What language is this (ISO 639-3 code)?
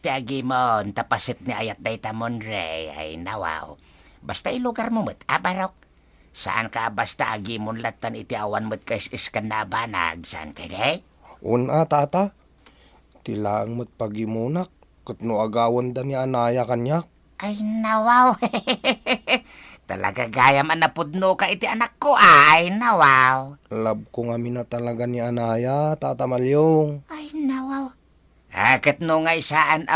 ilo